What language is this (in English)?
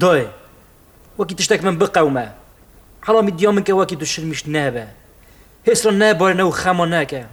Kurdish